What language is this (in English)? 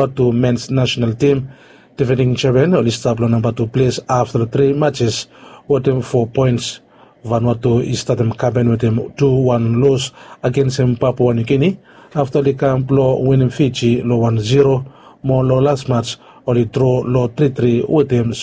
Bislama